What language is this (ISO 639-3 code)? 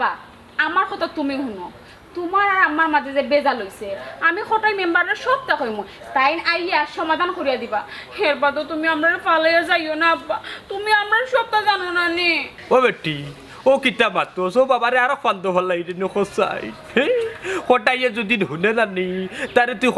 syl